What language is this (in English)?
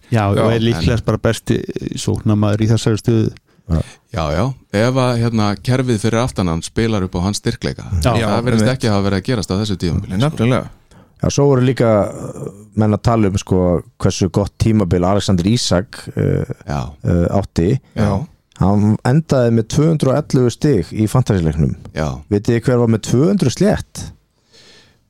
Icelandic